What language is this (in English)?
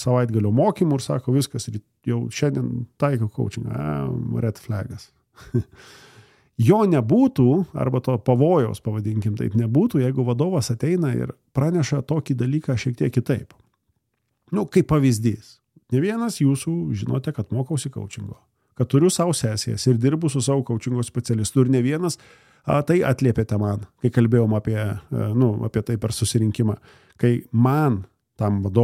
Lithuanian